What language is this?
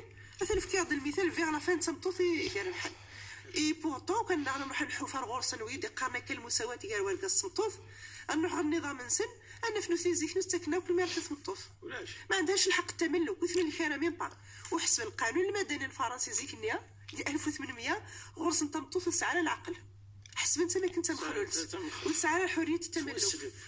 Moroccan Arabic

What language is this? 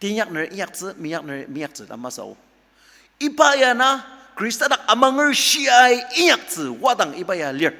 Ao Naga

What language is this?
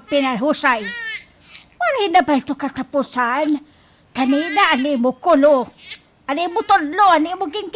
Waray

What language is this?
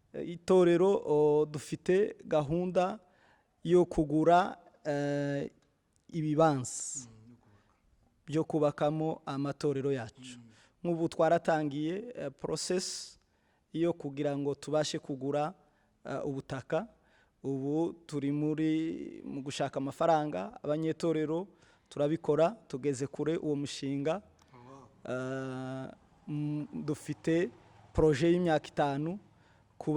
Rundi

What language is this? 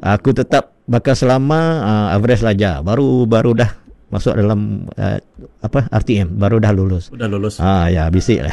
Iban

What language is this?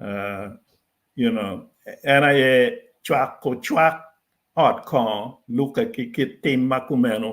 Acoli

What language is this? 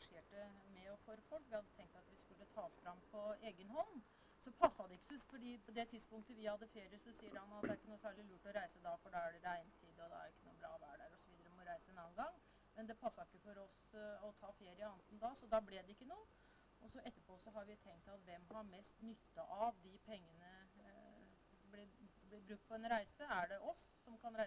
Norwegian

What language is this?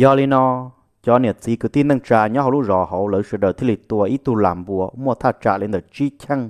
Hmong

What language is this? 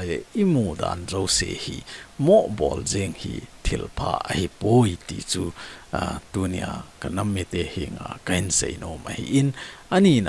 Thado Chin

